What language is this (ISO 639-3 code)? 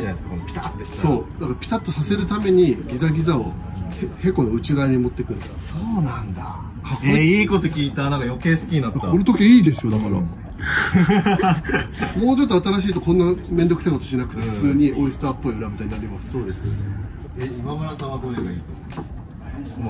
jpn